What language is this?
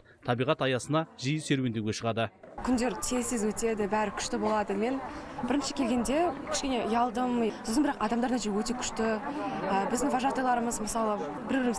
Kazakh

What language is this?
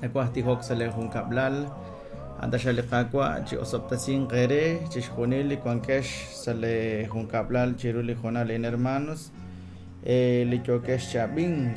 Kekchí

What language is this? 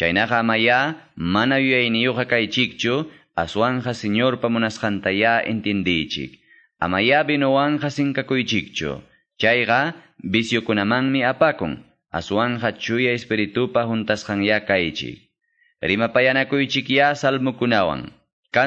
Quechua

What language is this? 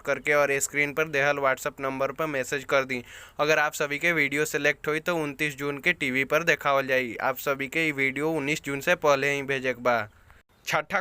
Bhojpuri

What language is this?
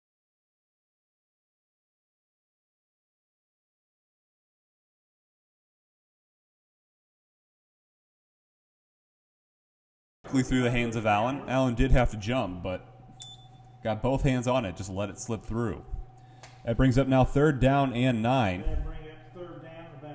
English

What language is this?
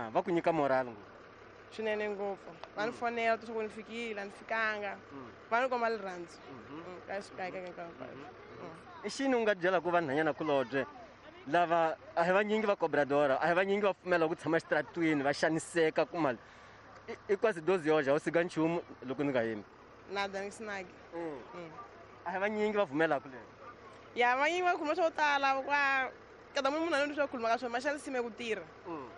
Tsonga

